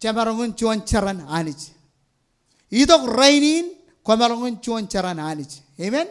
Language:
Marshallese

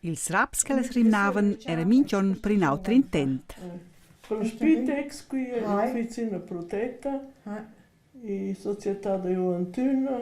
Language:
Romansh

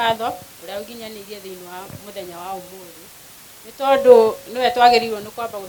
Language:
Kikuyu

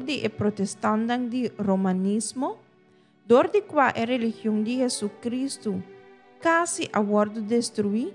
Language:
Papiamento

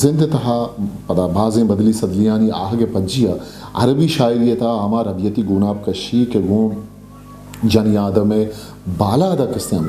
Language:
Eastern Balochi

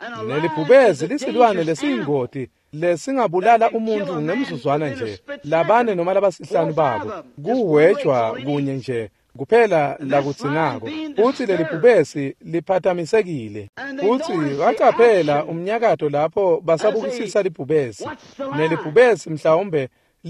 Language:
Swati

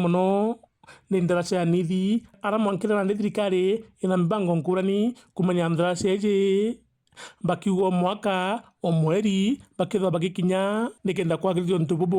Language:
Meru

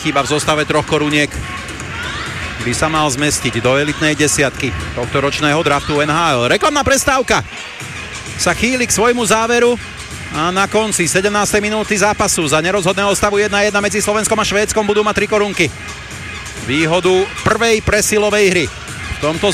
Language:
Slovak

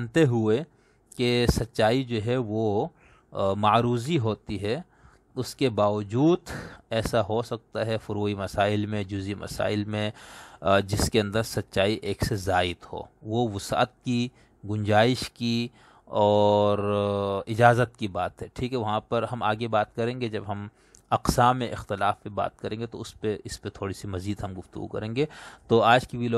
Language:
Urdu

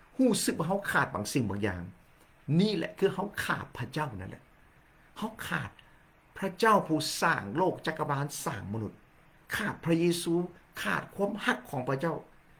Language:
Lao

